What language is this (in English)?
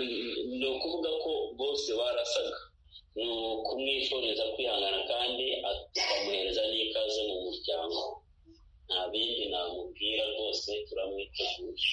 Kinyarwanda